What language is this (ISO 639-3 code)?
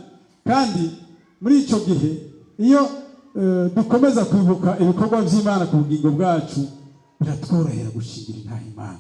run